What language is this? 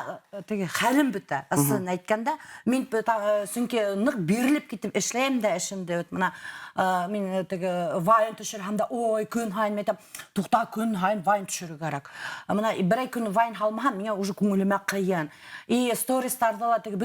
Bashkir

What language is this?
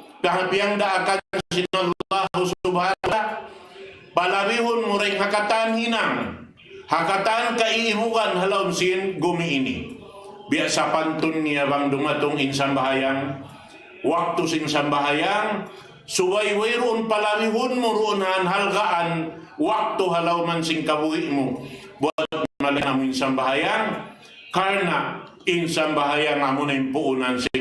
Tausug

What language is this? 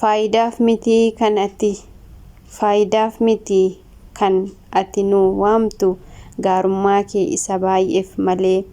Oromo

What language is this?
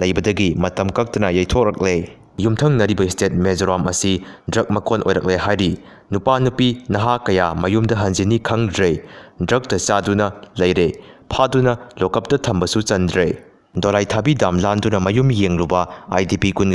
Manipuri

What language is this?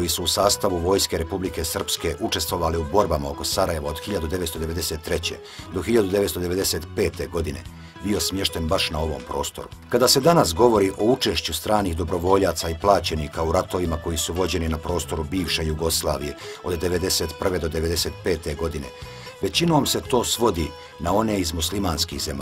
Bosnian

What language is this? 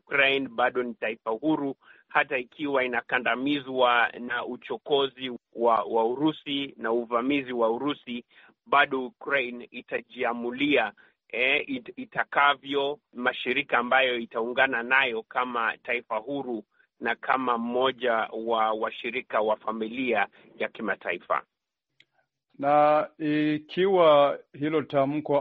Swahili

